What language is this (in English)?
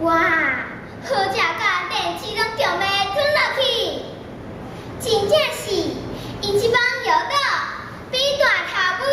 Min Nan Chinese